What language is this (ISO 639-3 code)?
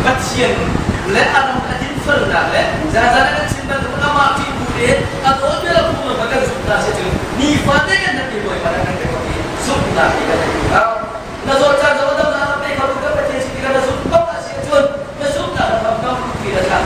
cnh